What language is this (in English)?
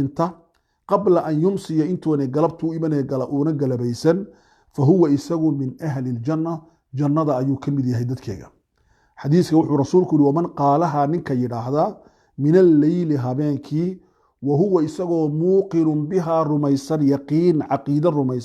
Somali